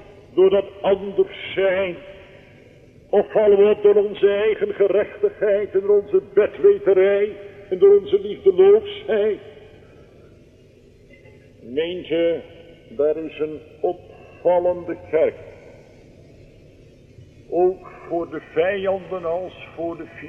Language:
Dutch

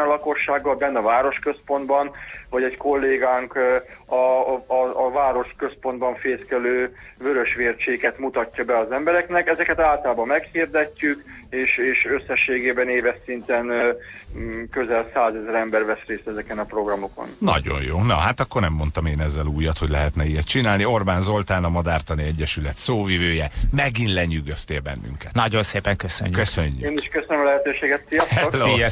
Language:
Hungarian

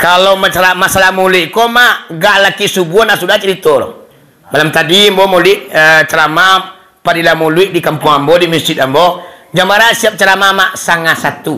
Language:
Minangkabau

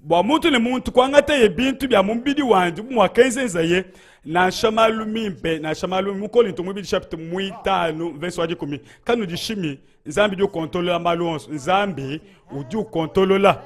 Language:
Luba-Lulua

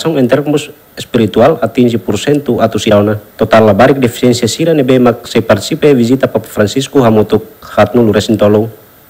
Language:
Tetum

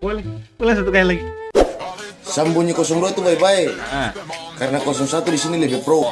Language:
Ambonese Malay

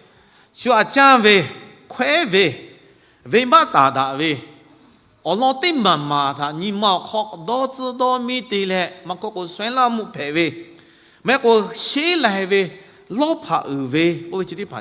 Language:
Lahu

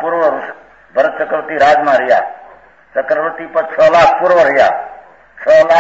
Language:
Gujarati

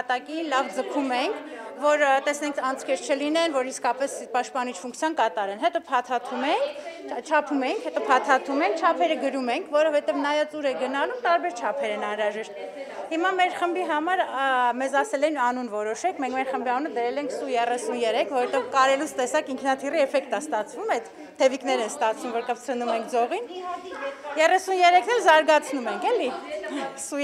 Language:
Armenian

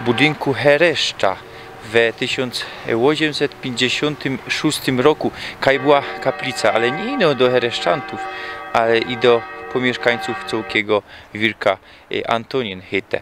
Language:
Silesian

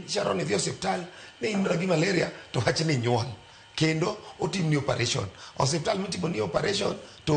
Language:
Luo (Kenya and Tanzania)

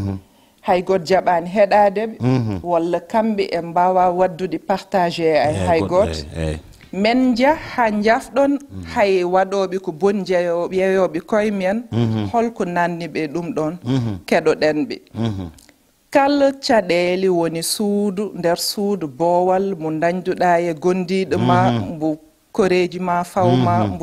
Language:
Fula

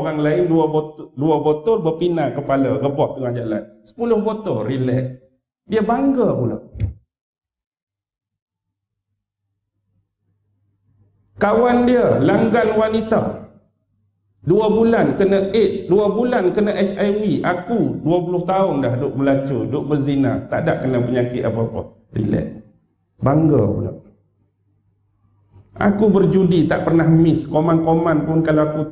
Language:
Malay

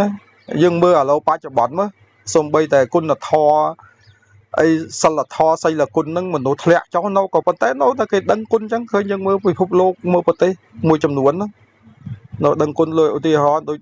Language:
Khmer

